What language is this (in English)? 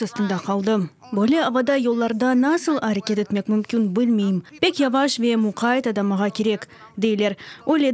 Crimean Tatar